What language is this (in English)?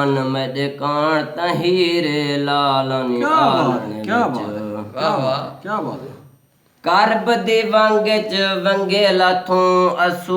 Saraiki